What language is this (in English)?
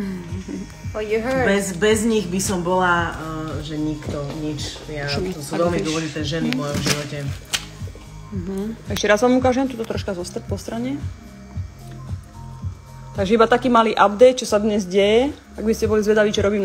Slovak